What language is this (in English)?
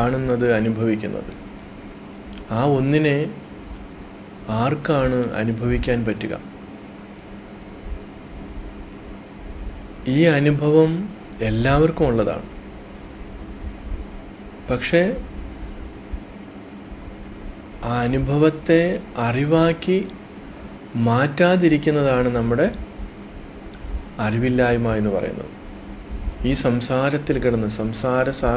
Malayalam